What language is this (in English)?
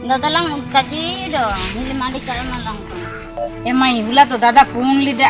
Ho